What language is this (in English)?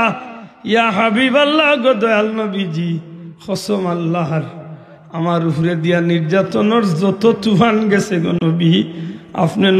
Sylheti